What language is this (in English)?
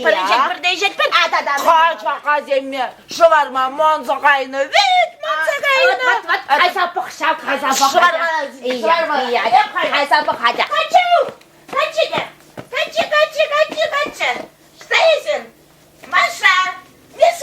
Chuvash